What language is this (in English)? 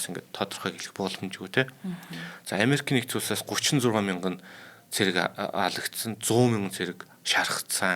Mongolian